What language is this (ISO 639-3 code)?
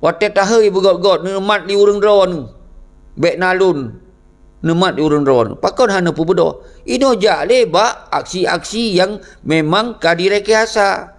ace